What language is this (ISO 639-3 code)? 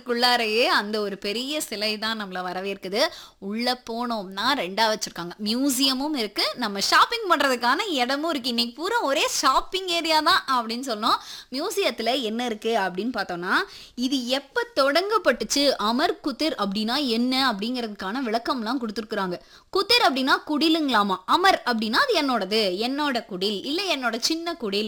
tam